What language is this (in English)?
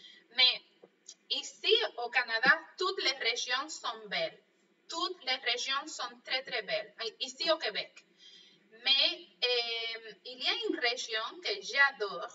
French